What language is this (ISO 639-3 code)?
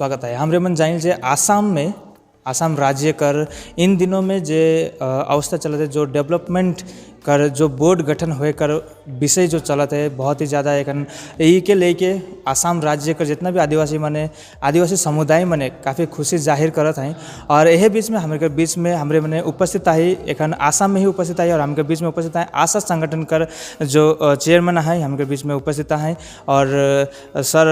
sck